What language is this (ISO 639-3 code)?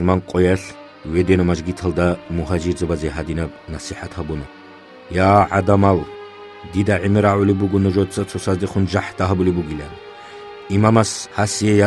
ava